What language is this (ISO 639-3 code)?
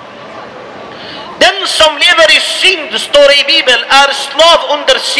swe